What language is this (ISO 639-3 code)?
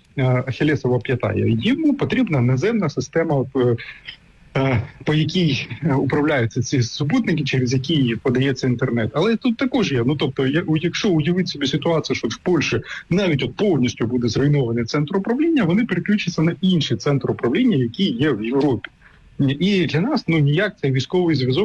ukr